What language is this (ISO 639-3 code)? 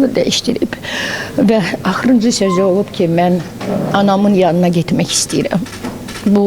aze